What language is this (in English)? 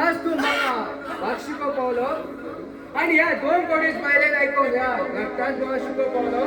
Konkani